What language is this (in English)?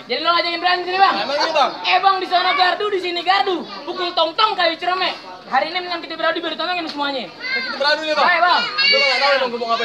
Betawi